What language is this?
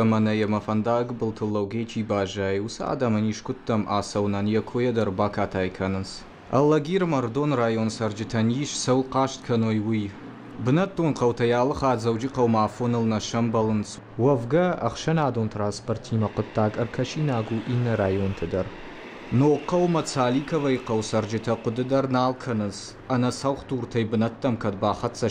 Ossetic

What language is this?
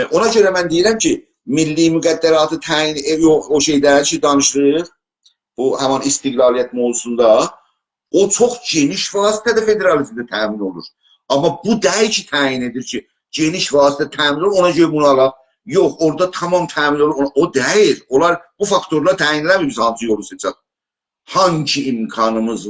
South Azerbaijani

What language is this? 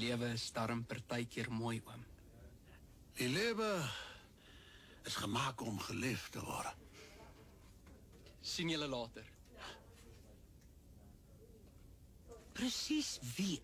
Afrikaans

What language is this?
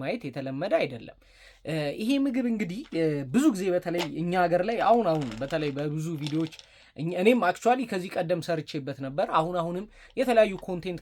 Amharic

